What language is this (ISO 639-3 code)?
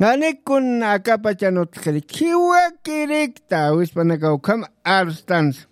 aym